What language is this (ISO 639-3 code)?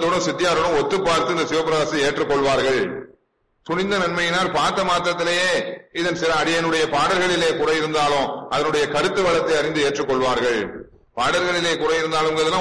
tam